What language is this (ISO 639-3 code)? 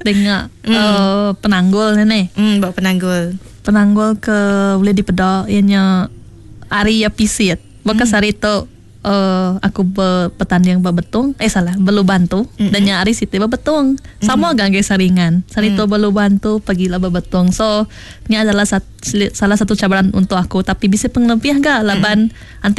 iba